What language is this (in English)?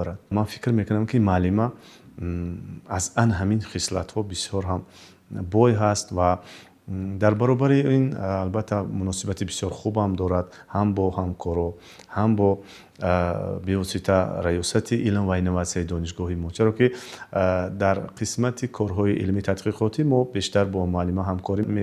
Tajik